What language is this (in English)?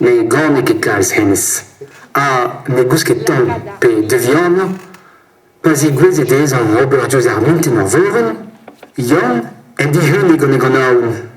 Breton